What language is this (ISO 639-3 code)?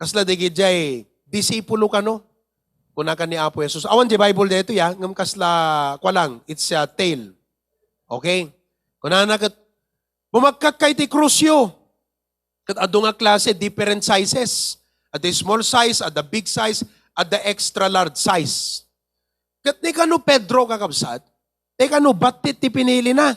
ilo